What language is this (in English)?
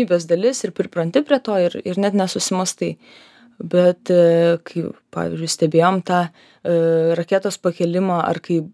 Lithuanian